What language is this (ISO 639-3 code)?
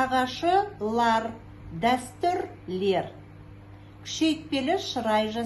kaz